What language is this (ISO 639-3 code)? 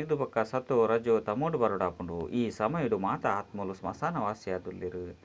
tcy